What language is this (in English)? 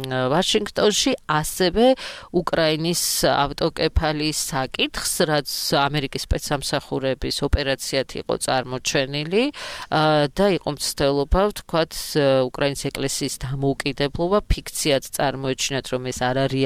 Georgian